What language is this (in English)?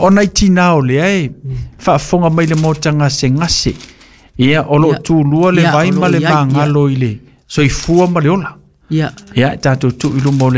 Samoan